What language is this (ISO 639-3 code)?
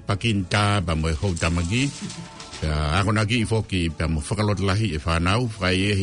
ton